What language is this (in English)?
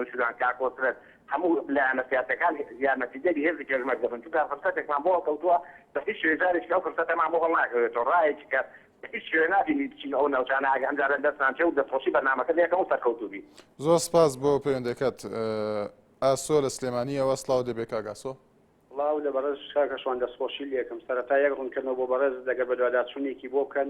Central Kurdish